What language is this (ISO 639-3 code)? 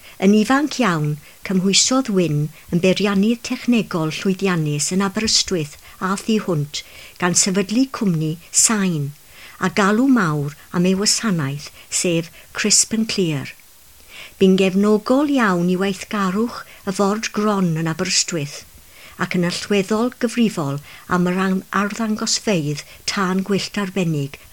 cym